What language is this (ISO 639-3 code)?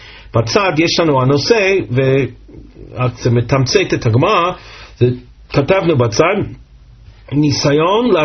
heb